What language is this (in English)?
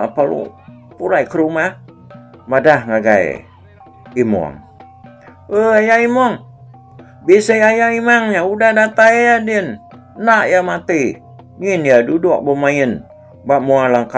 Iban